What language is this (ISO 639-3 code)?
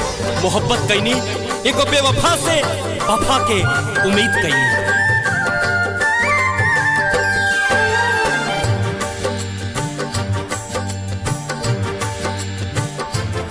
bho